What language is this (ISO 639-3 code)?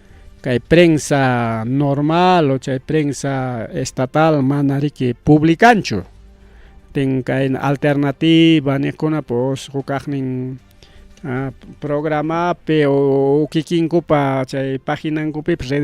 quy